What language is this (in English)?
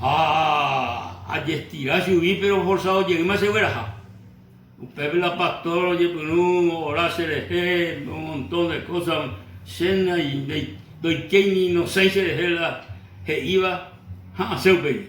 Guarani